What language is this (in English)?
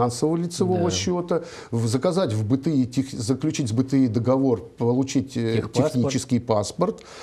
Russian